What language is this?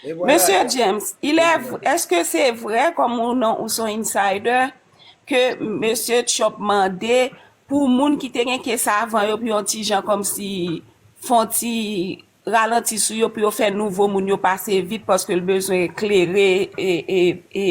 Haitian Creole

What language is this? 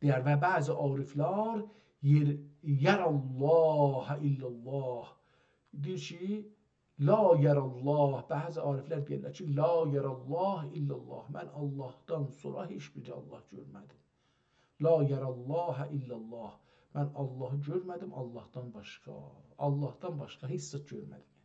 South Azerbaijani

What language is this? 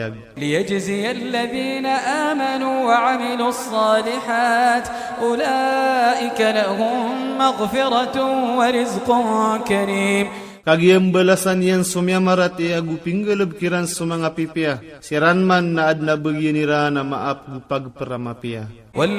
Iranun (Philippines)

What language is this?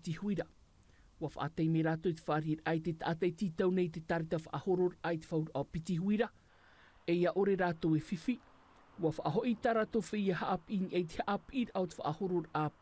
Tahitian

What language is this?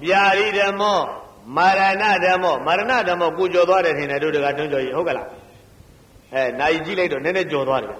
Burmese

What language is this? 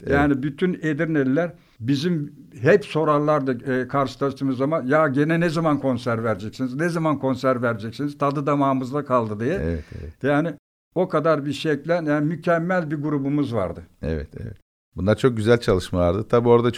Turkish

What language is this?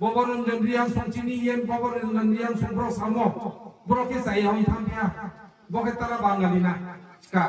Kok Borok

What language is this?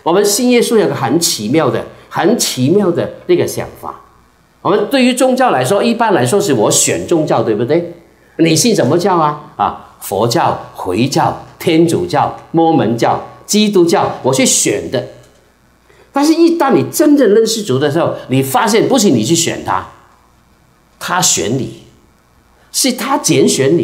Chinese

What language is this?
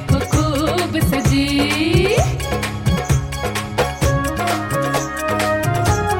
Hindi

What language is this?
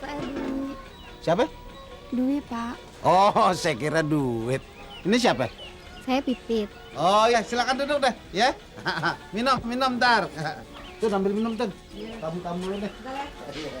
Betawi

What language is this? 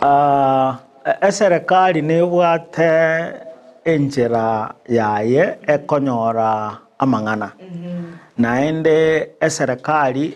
Gusii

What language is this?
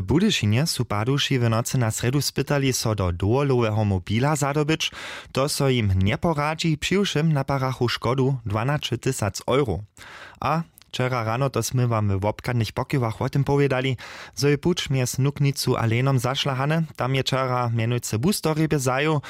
Upper Sorbian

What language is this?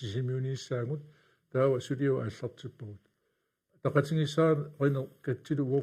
Kalaallisut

